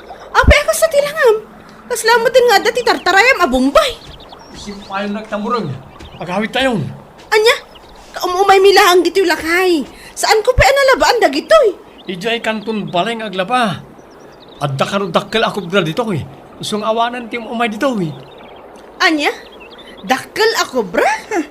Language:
Iloko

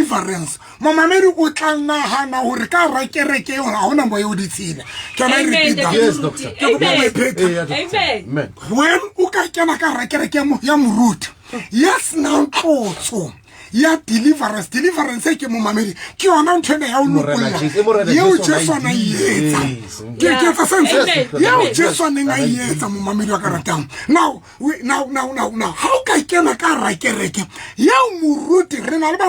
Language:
Southern Sotho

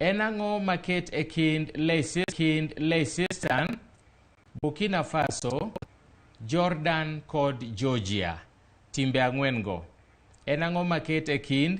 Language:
Luo (Kenya and Tanzania)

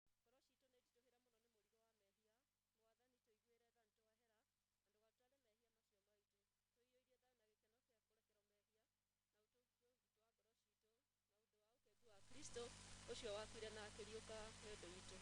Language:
Kikuyu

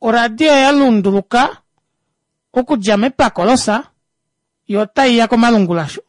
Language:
Kuanyama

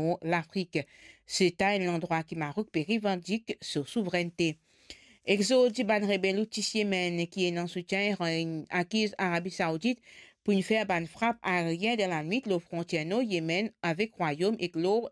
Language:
Morisyen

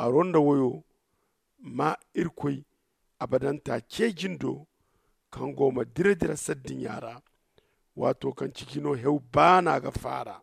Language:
Zarma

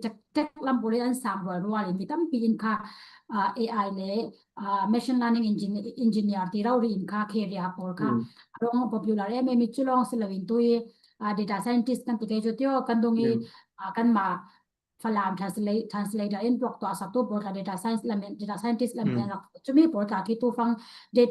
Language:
Falam Chin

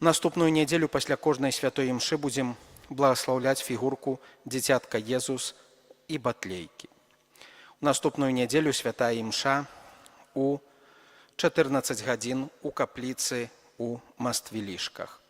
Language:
Belarusian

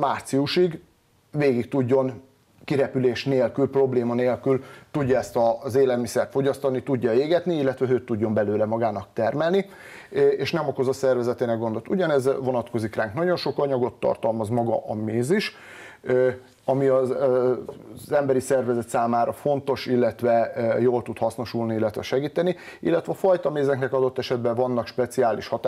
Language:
Hungarian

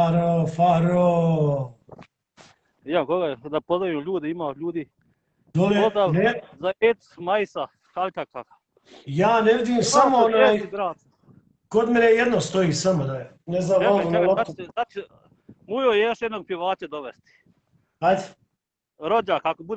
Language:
Bosnian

